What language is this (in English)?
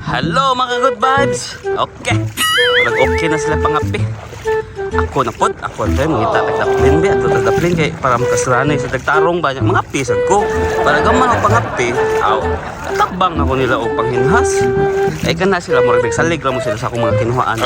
Cebuano